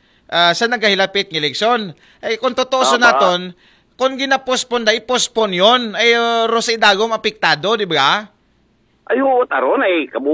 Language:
Aklanon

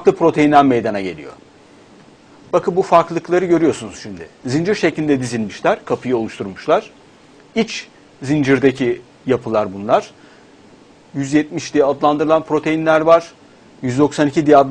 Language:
Turkish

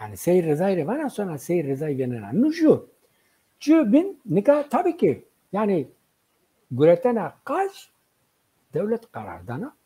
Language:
Zaza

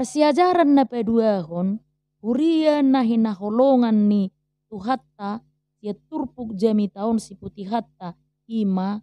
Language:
Batak Toba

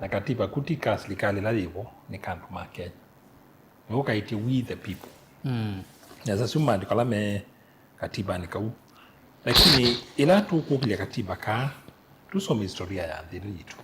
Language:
Kamba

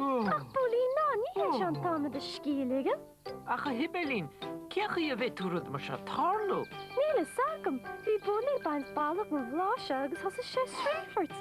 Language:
Irish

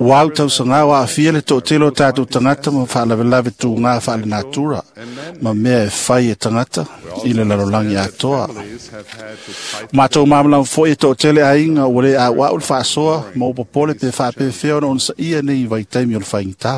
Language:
Samoan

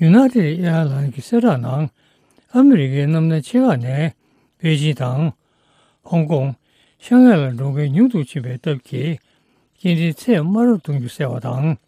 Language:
Tibetan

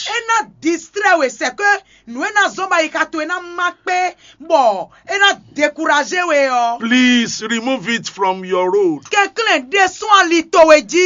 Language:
Fon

